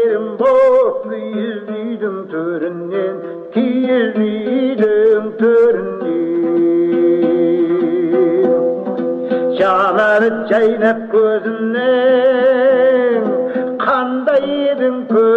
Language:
Kazakh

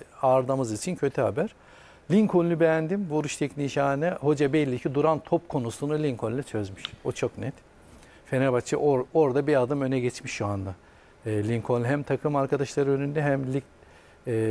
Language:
Turkish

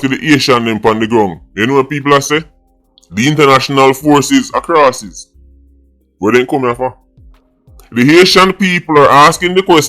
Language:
Jamaican Creole English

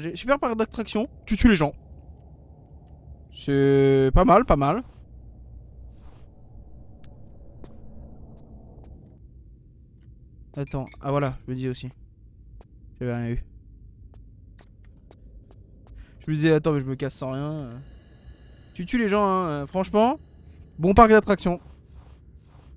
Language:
French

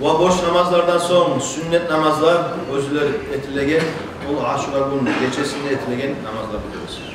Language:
Kumyk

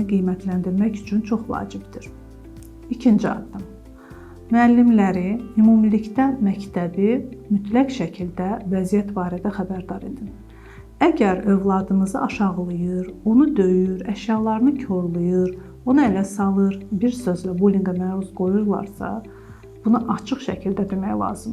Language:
Azerbaijani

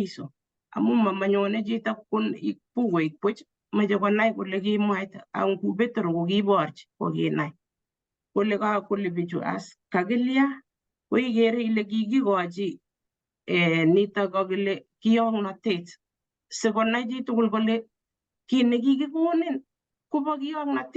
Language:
Kalenjin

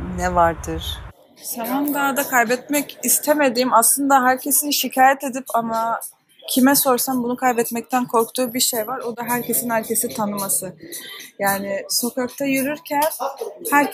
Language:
Turkish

